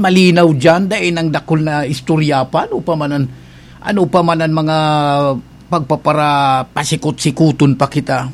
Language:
Bikol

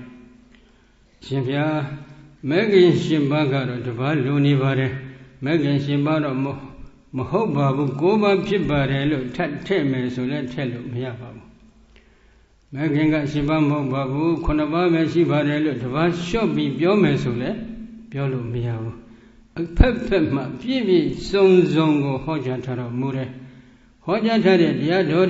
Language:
Burmese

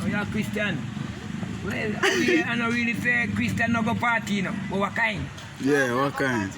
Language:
Jamaican Creole English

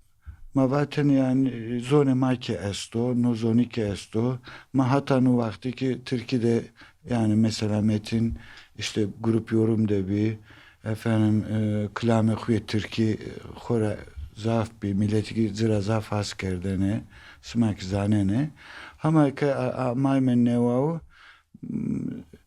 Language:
Zaza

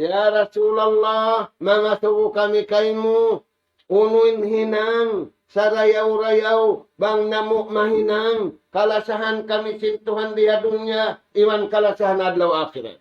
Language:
Tausug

